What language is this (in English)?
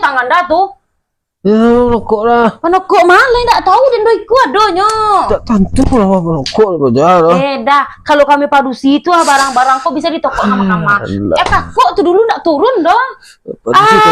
Minangkabau